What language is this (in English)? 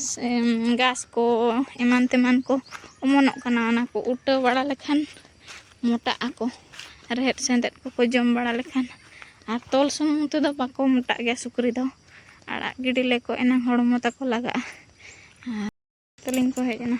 Santali